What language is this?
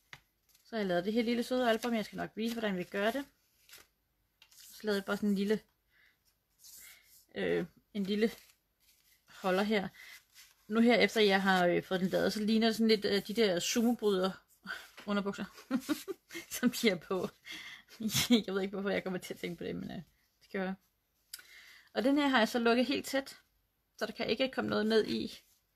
Danish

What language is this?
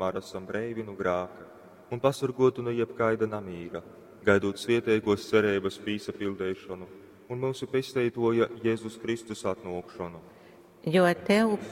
Latgalian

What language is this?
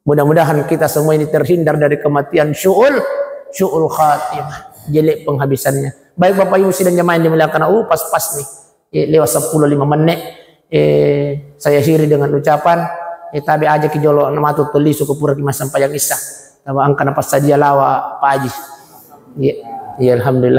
Buginese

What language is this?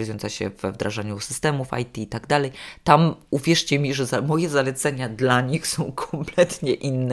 Polish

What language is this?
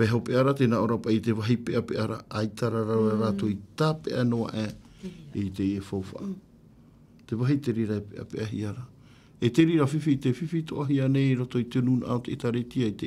Tahitian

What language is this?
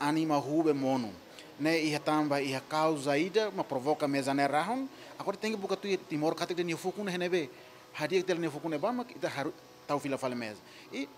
Tetum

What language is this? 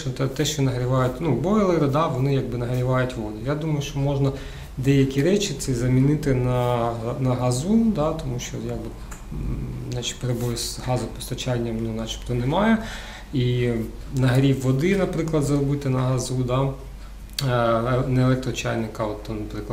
Ukrainian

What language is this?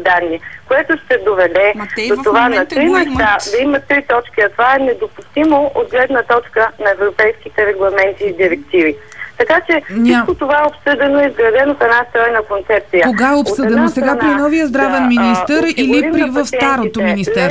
Bulgarian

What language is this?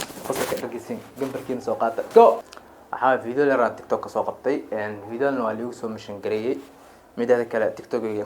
Somali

